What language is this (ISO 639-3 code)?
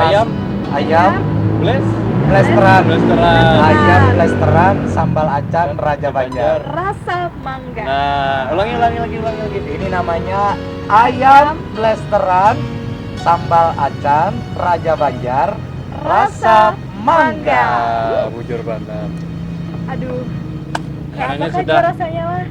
bjn